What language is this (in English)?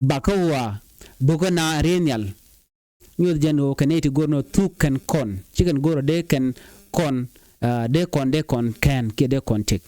Nuer